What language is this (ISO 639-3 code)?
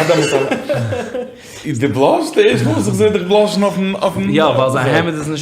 yid